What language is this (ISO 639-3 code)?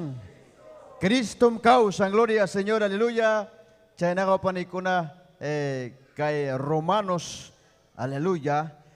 quy